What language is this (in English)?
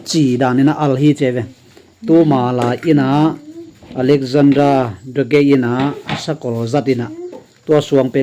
Tedim Chin